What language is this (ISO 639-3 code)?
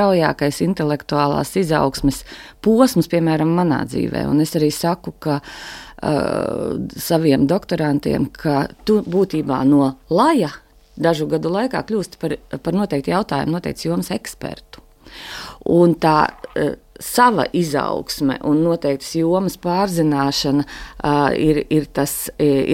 lav